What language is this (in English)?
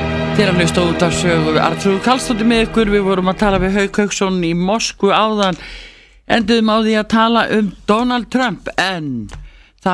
Icelandic